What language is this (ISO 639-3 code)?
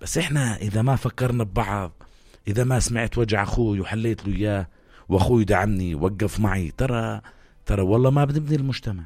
apc